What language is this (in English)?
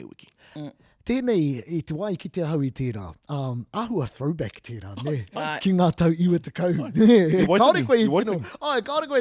Māori